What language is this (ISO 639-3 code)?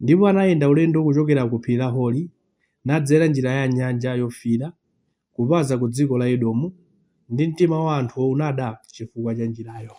nya